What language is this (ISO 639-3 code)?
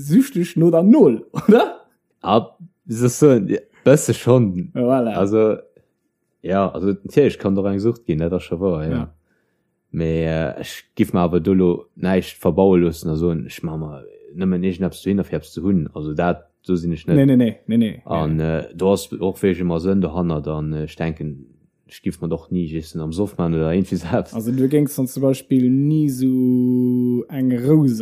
ltz